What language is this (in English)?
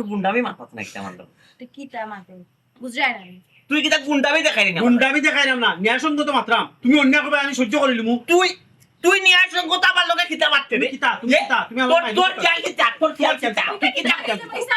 Sylheti